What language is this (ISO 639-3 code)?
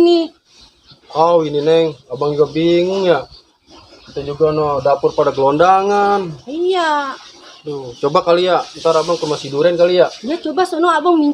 bew